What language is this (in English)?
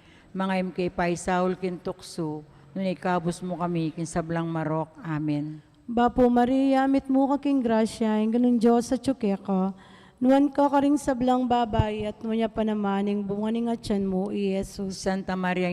Pampanga